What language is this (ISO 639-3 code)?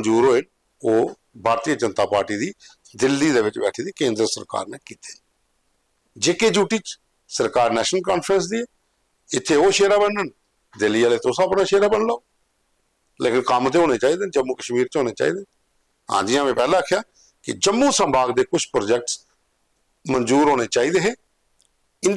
doi